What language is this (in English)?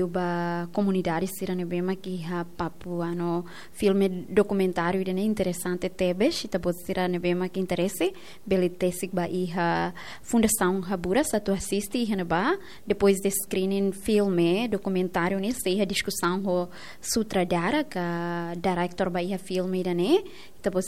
Tetum